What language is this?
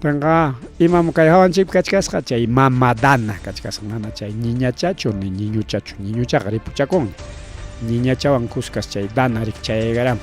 Ayacucho Quechua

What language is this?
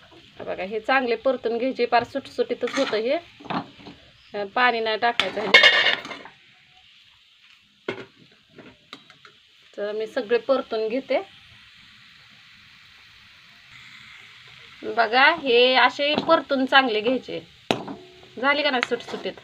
Marathi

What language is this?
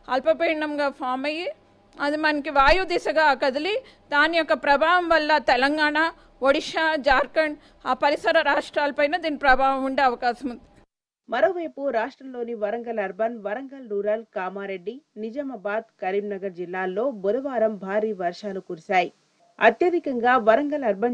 Telugu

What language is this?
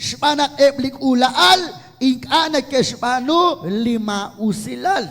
Kekchí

